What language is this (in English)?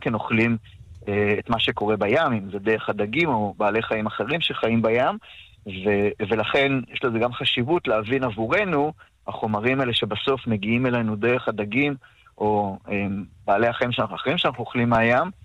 Hebrew